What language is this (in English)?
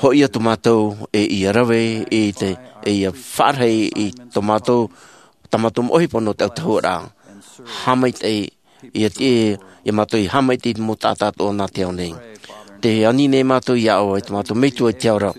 Tahitian